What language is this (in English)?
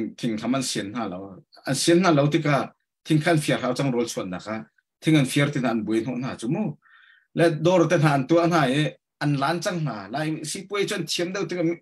Hakha Chin